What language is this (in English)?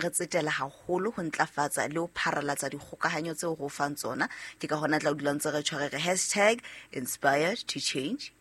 Southern Sotho